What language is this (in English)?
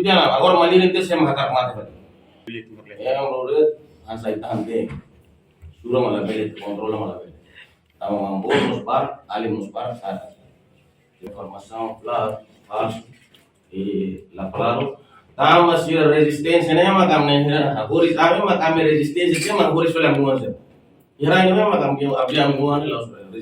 Tetum